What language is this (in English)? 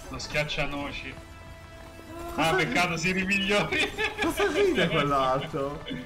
Italian